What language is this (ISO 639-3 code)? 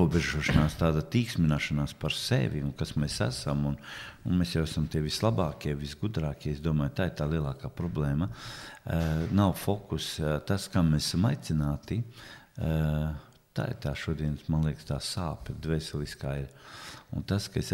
lav